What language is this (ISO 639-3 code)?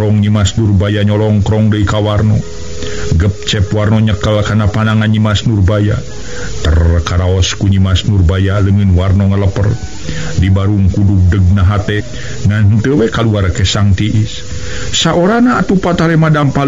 sun